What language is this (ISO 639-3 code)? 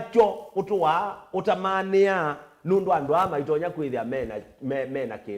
kam